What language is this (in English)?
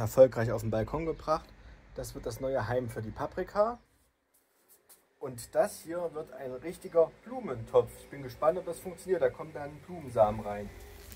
German